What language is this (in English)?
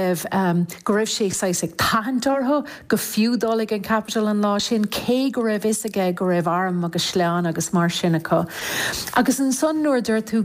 Irish